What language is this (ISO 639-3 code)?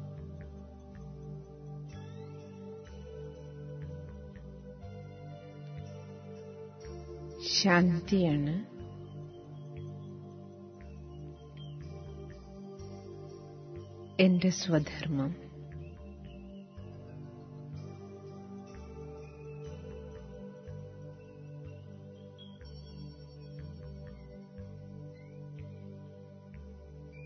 mal